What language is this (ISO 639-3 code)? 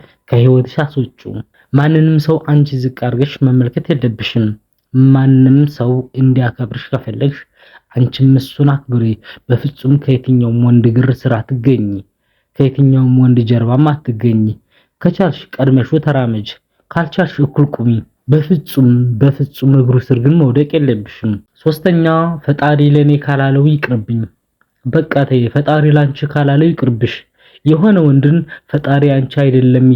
amh